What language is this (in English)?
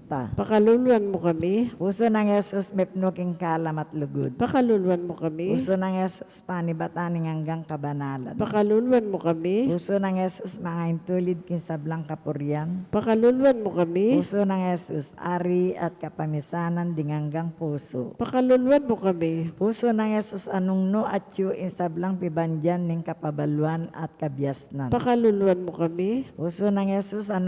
Pampanga